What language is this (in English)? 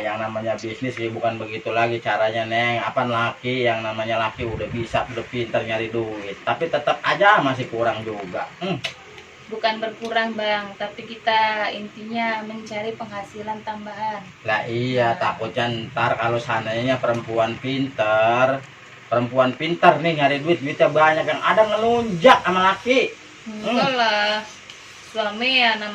Betawi